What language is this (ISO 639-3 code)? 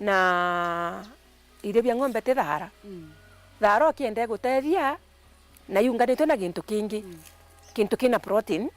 mer